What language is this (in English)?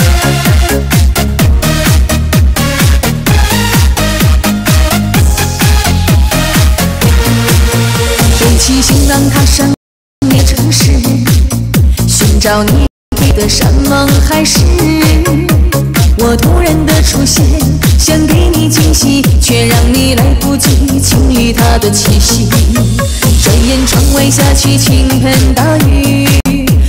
Chinese